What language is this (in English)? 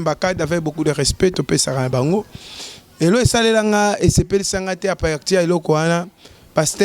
Lingala